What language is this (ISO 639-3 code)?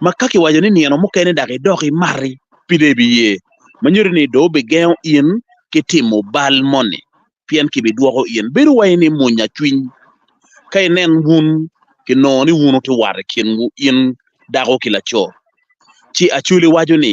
ach